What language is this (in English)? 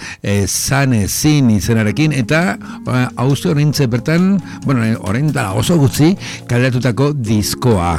Basque